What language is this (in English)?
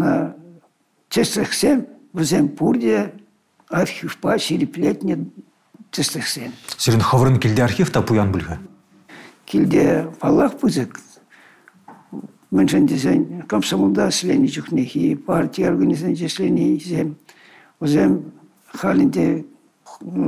Chuvash